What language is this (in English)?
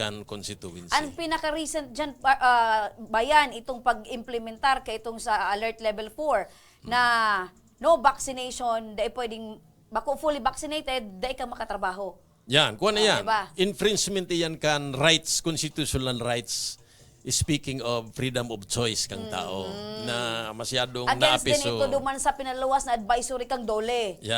Bikol